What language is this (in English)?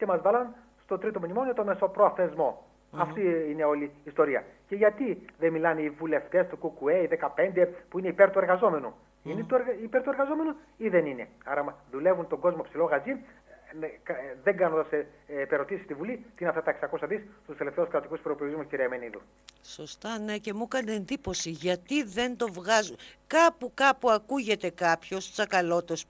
Greek